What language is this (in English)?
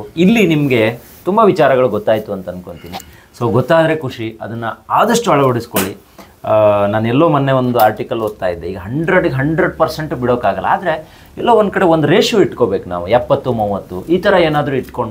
Kannada